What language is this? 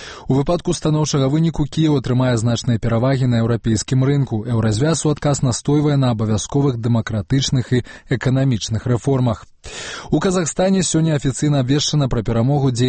Belarusian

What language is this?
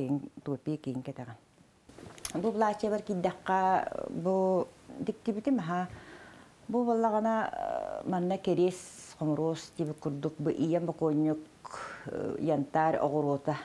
Yakut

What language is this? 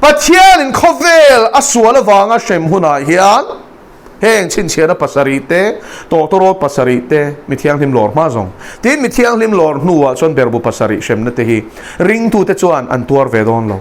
Mizo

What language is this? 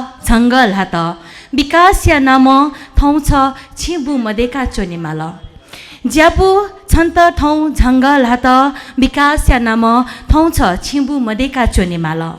Newari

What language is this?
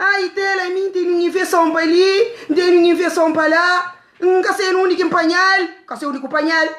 Kabuverdianu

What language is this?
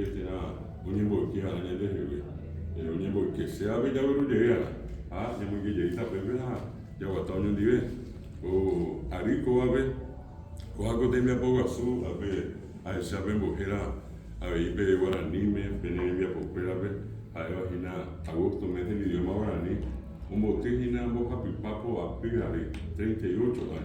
Guarani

